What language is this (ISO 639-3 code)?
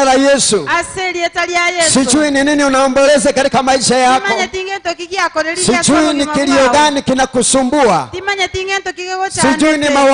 guz